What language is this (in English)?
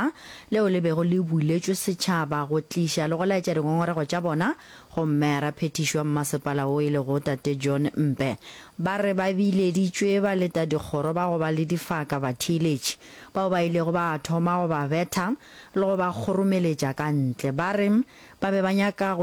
Northern Sotho